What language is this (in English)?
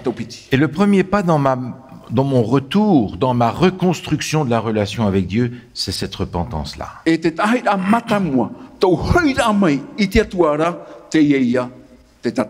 Tahitian